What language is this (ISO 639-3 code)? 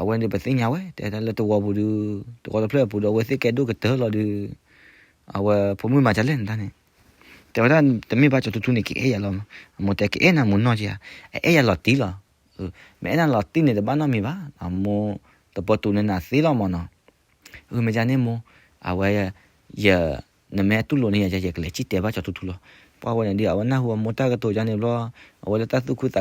ksw